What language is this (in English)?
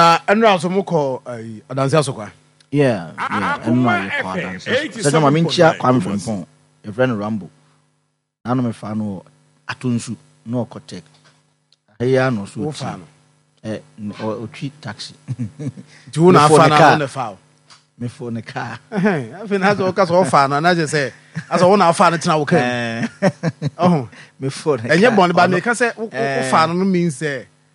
Akan